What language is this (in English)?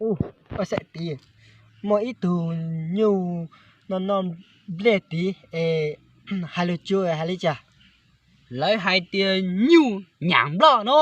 Hmong